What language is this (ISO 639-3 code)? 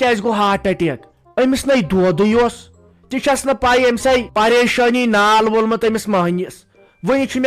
kas